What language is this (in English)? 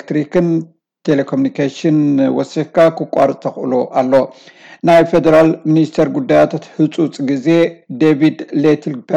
Tigrinya